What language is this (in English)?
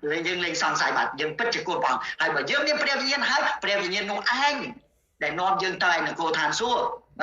Khmer